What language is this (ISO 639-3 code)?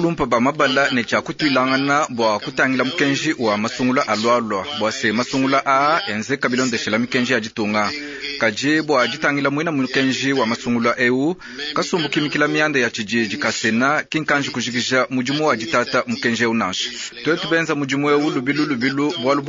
lua